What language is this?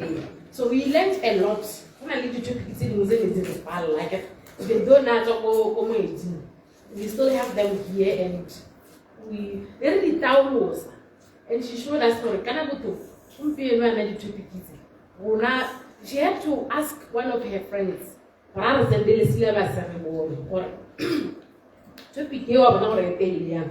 Tswana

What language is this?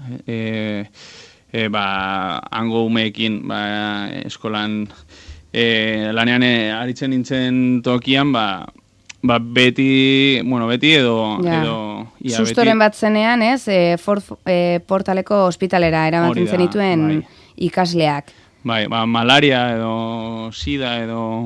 Basque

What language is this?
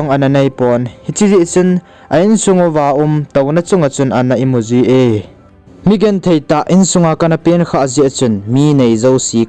Thado Chin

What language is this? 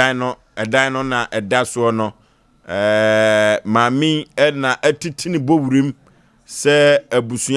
Akan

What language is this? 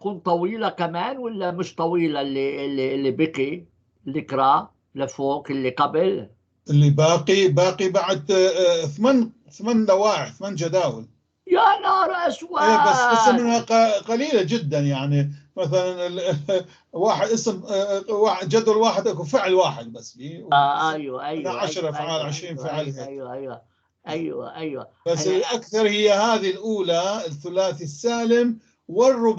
North Levantine Arabic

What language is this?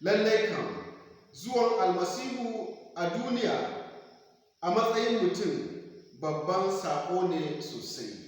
Hausa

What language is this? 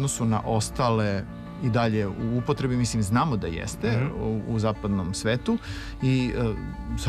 Serbian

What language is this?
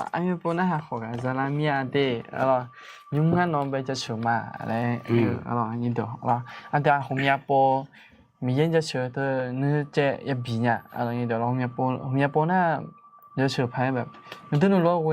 Akha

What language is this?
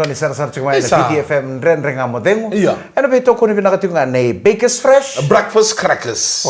Fijian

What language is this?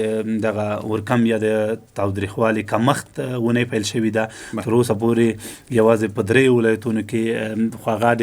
Pashto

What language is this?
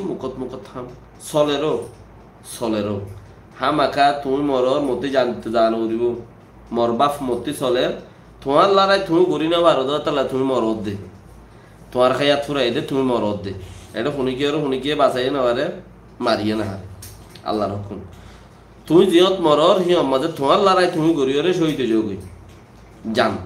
Rohingya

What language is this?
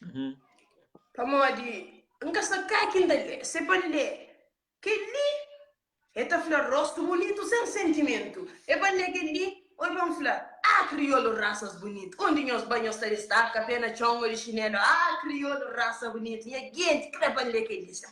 Kabuverdianu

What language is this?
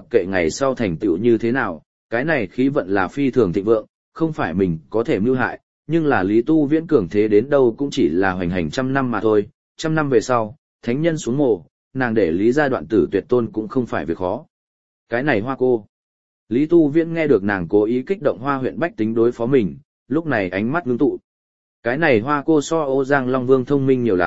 Vietnamese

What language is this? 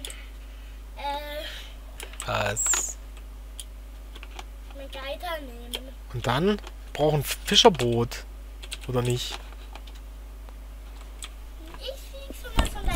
German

